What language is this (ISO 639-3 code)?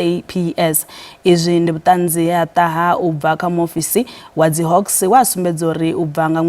ven